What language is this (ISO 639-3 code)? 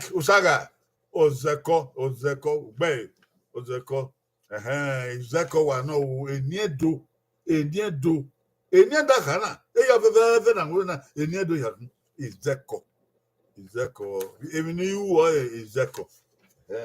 bin